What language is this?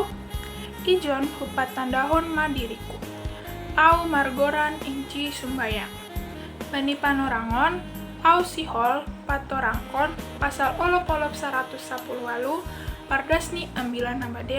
Batak Simalungun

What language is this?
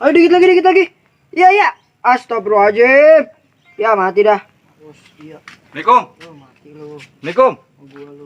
Betawi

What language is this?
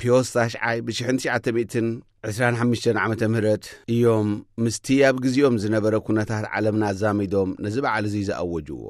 Tigrinya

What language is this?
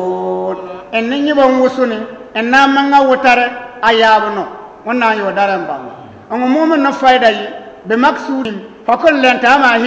Bissa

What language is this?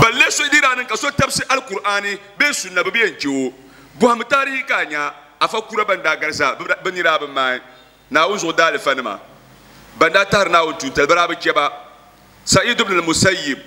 Dagbani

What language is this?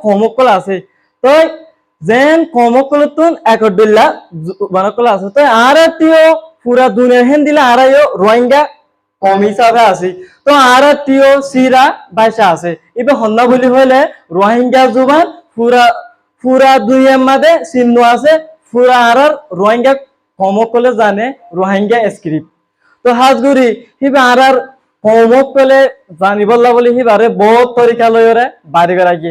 Rohingya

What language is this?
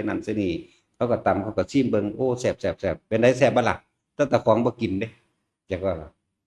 Northeastern Thai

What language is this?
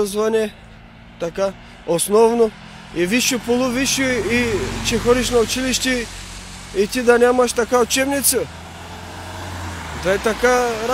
Bulgarian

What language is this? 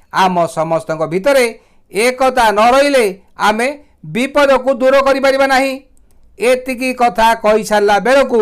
Odia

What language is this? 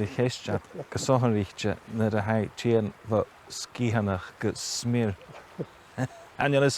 Scottish Gaelic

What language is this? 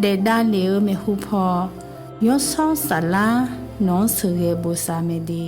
Akha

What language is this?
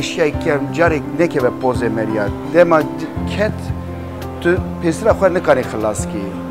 Kurdish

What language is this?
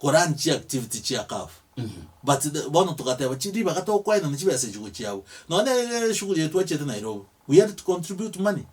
Gusii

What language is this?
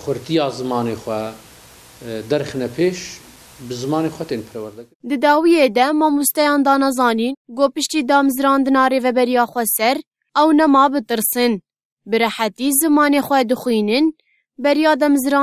Kurdish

